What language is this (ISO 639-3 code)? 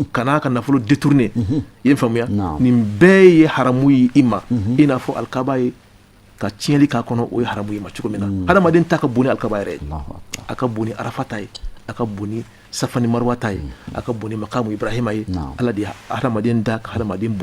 bam